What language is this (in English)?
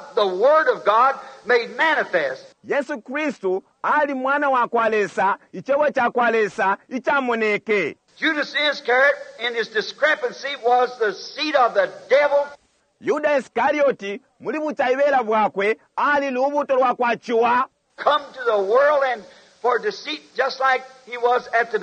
Bemba